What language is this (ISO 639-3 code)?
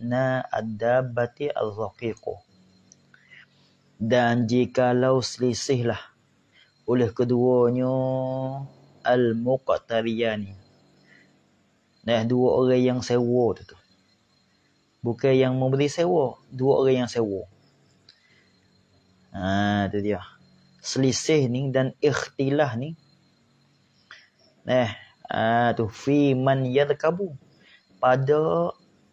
msa